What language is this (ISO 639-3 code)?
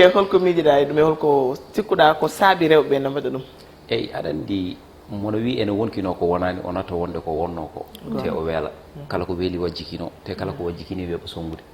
ful